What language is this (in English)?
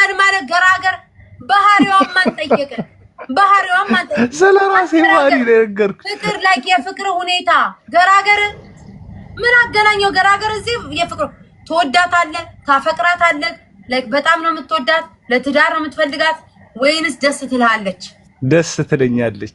Amharic